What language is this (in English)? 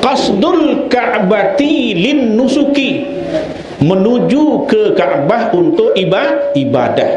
Sasak